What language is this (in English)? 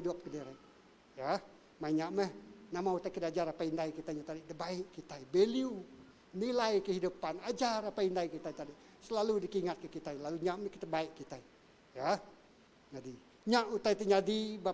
Iban